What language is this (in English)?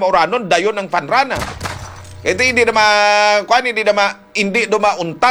Hiligaynon